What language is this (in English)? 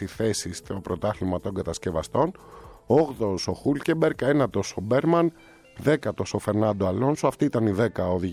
Greek